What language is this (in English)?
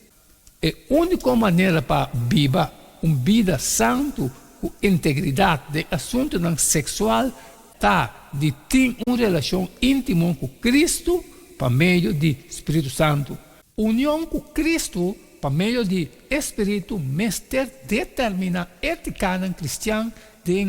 Papiamento